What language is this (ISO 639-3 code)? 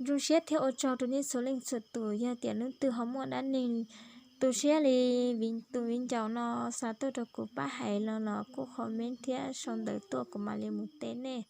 hmn